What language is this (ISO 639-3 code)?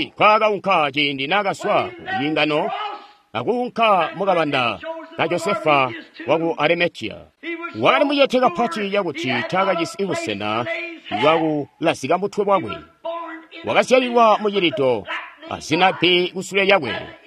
toi